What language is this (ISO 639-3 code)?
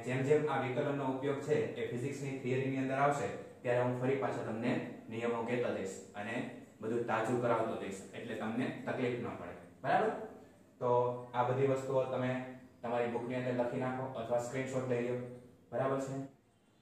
guj